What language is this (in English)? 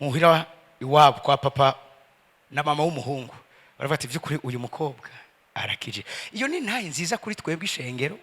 Rundi